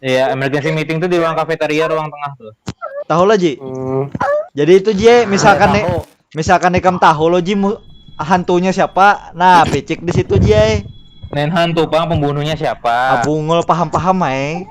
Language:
Banjar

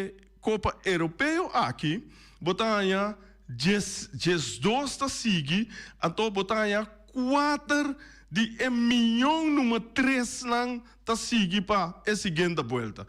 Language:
Papiamento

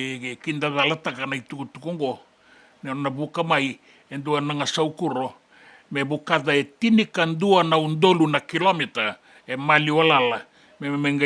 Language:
Fijian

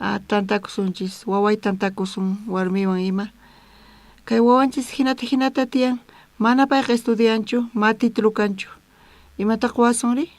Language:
South Bolivian Quechua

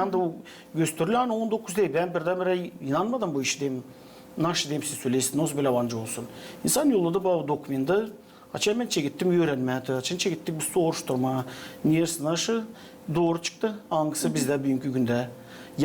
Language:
Gagauz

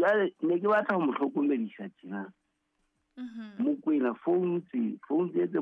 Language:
Southern Sotho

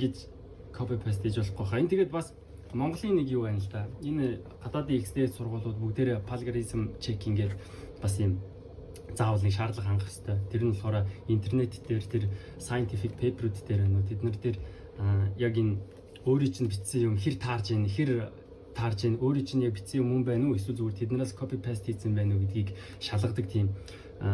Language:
Mongolian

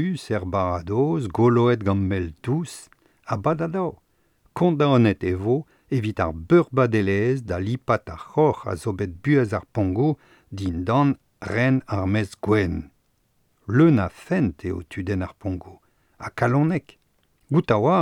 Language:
Breton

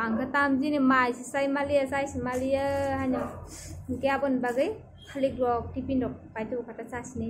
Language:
Kok Borok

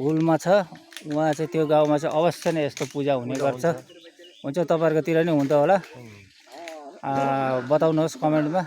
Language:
Nepali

